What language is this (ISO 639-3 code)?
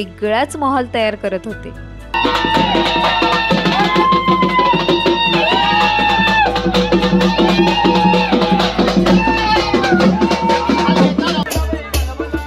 mar